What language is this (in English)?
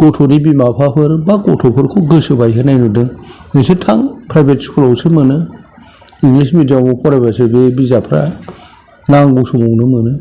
Bodo